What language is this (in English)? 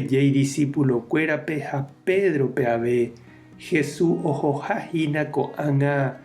Guarani